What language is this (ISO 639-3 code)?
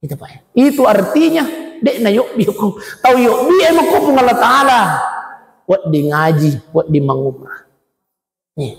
bug